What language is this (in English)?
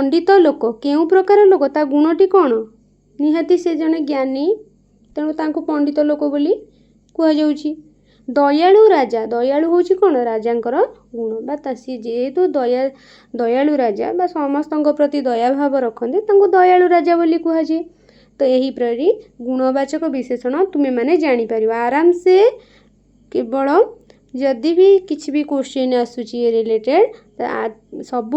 Odia